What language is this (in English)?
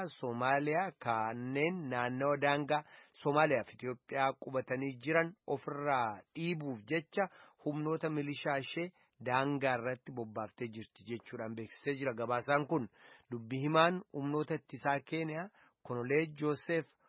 Oromo